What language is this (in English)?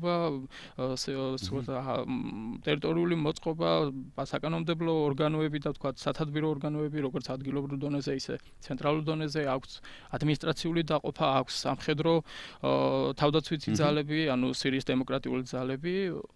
Georgian